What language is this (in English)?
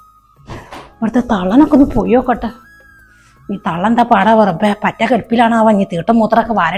Malayalam